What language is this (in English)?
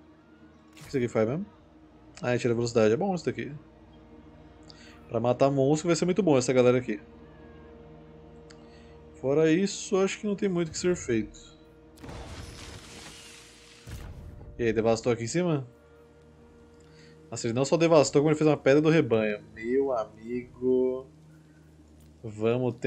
Portuguese